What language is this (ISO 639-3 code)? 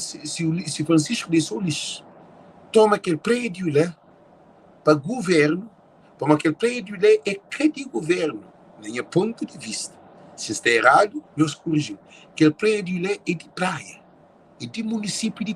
kea